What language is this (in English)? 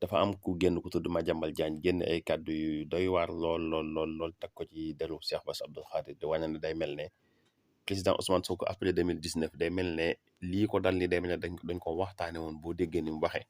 Wolof